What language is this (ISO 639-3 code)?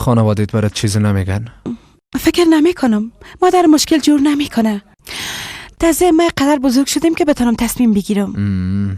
fas